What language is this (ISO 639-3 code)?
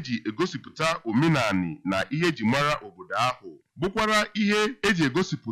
ibo